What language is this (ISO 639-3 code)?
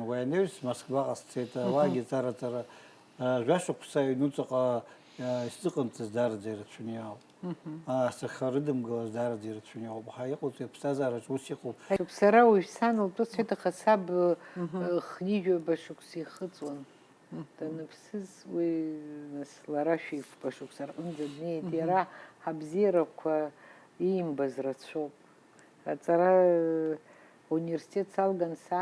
abk